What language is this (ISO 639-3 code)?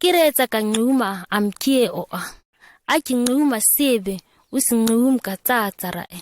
gnk